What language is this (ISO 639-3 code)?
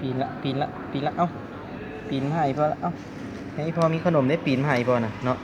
lao